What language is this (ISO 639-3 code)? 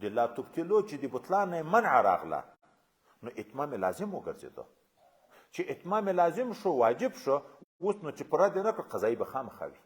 pus